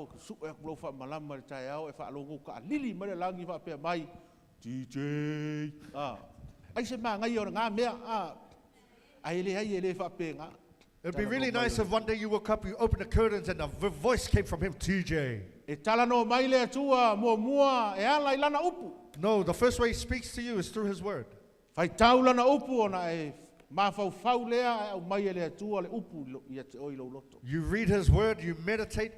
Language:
Samoan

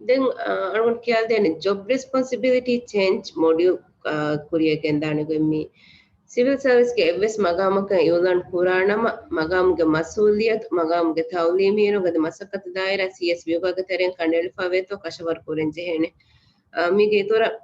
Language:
Divehi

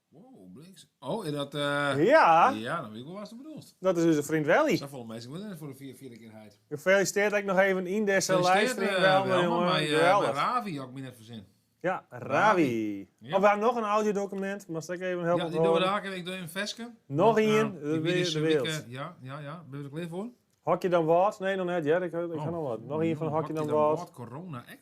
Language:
Western Frisian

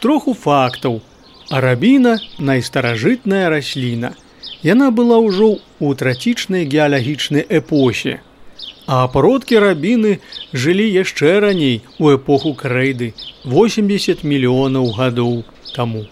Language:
Belarusian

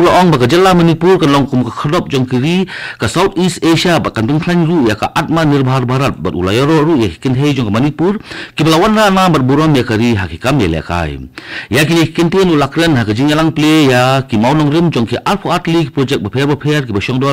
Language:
Khasi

